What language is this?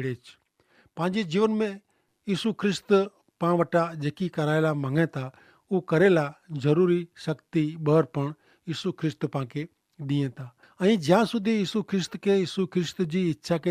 Kachhi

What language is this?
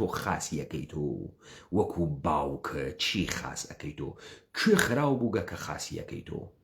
Central Kurdish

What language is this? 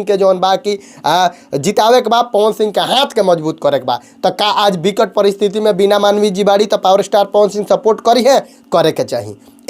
Bhojpuri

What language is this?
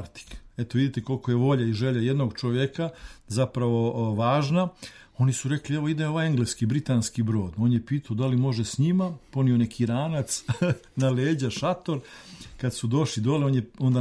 Serbian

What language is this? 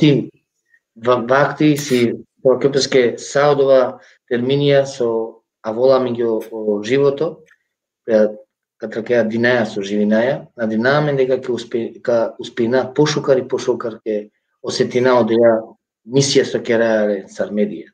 Balkan Romani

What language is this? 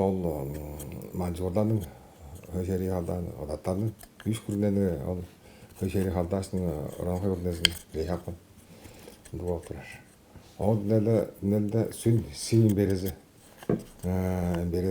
Tuvinian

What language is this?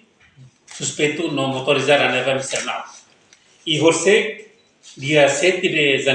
Tetum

